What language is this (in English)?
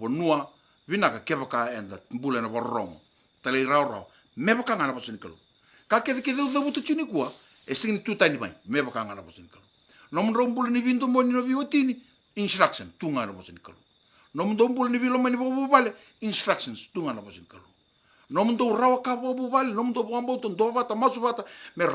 Fijian